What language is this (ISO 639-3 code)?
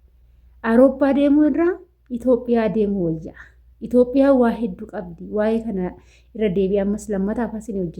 orm